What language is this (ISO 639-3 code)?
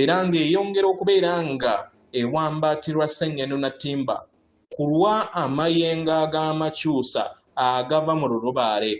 lug